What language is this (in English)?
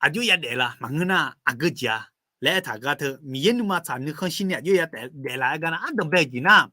Akha